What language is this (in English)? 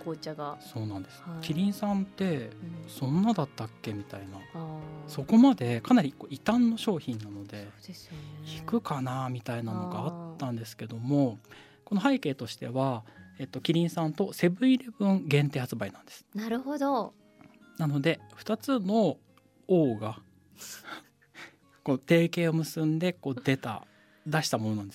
Japanese